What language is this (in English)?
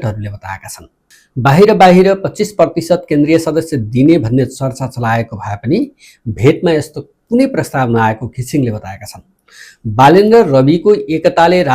Nepali